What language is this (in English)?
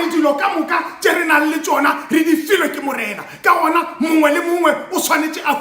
Northern Sotho